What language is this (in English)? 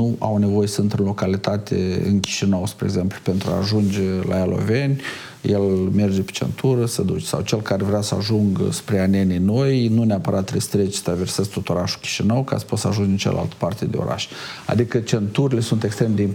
Romanian